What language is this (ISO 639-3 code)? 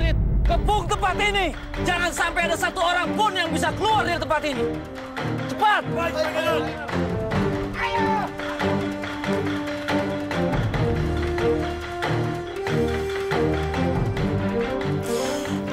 ind